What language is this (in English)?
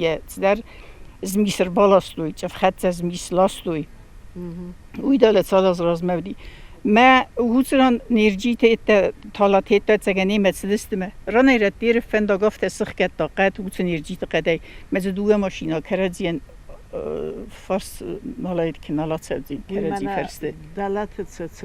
Ossetic